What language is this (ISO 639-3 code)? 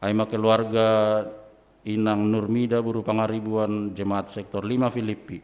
bts